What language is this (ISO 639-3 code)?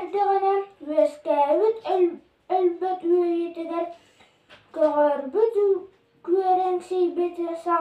sah